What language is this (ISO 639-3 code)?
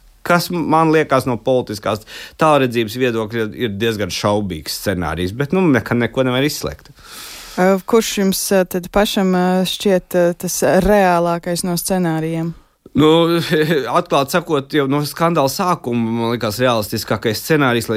lav